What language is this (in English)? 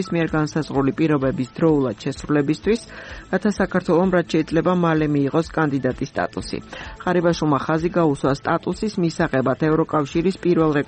Georgian